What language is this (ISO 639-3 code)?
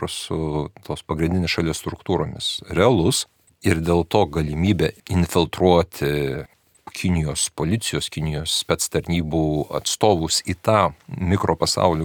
lit